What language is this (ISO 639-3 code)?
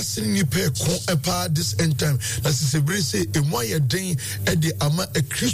aka